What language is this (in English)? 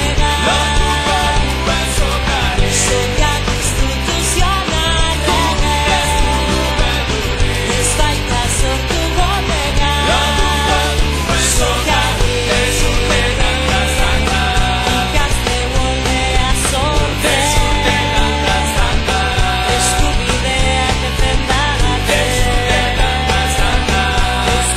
Basque